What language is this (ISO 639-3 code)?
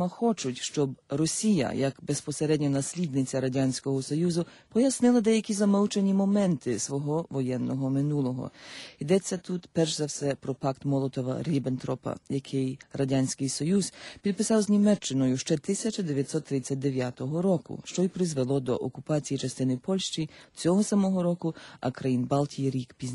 ukr